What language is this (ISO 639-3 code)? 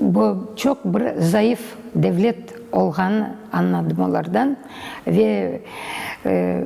crh